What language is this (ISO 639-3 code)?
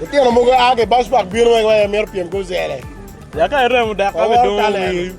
ach